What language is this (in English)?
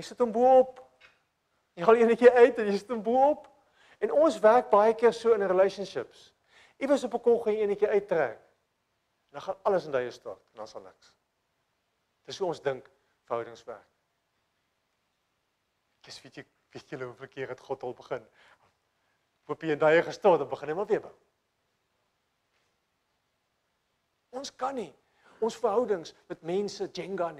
Afrikaans